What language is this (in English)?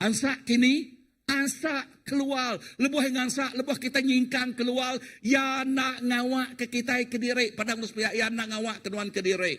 Iban